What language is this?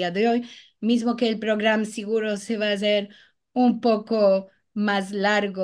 Ladino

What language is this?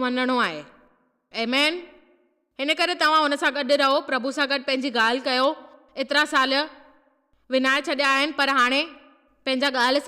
Sindhi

